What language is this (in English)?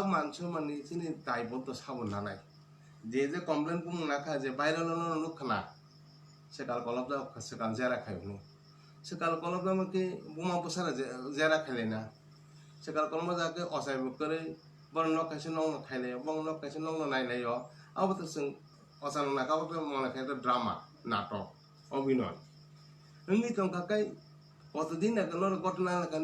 Kok Borok